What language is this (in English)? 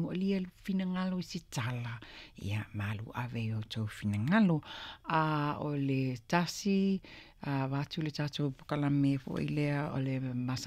Samoan